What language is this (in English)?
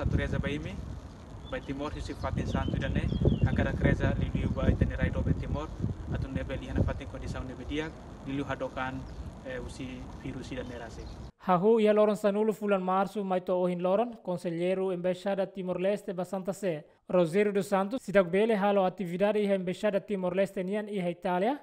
Tetum